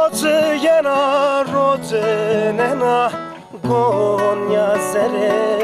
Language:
Zaza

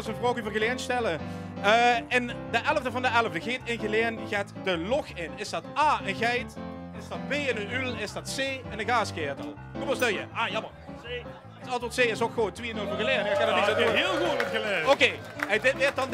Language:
Limburgish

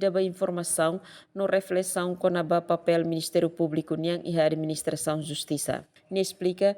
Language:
Tetum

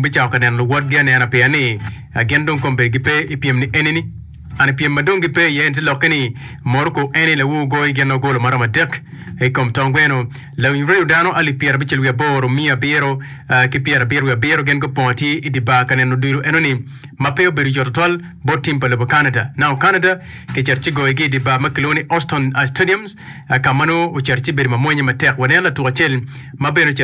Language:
Acoli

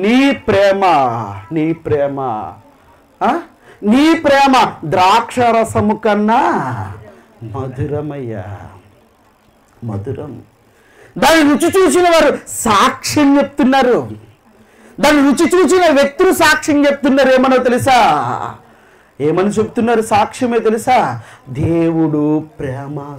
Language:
Telugu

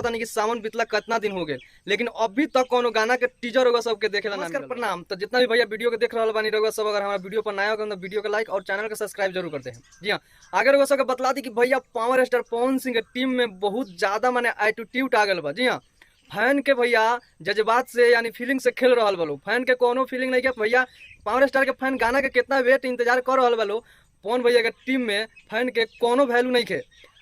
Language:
Bhojpuri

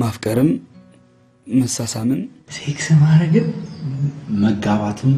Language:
Amharic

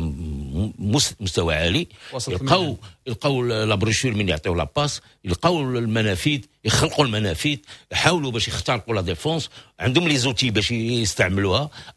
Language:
Moroccan Arabic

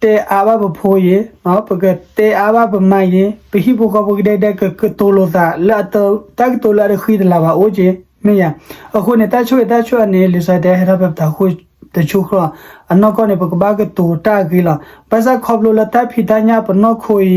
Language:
S'gaw Karen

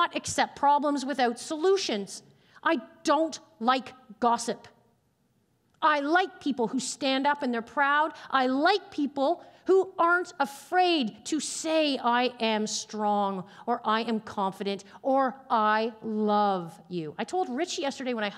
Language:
English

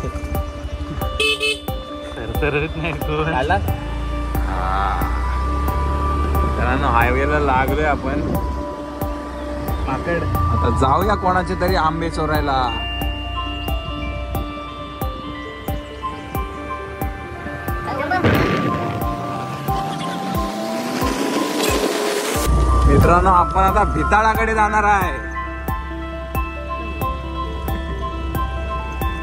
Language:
Marathi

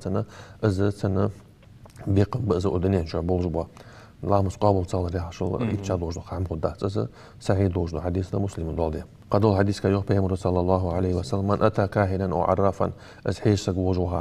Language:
Ingush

